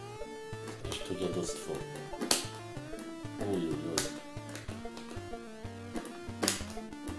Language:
Polish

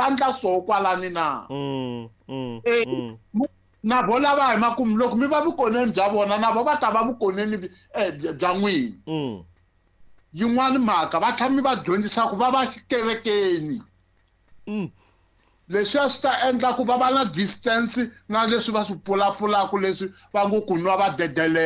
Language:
Tsonga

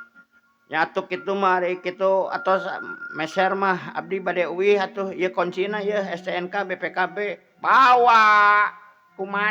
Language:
Sundanese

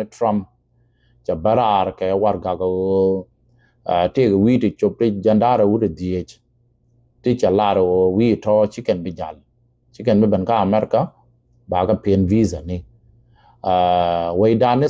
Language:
Nuer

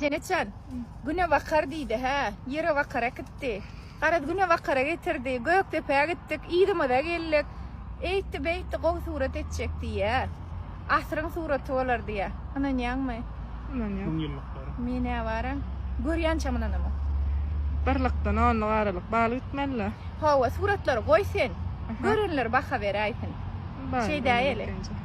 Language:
Turkmen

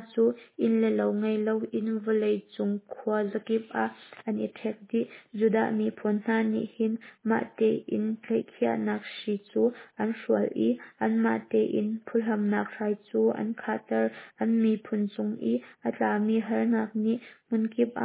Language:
Hakha Chin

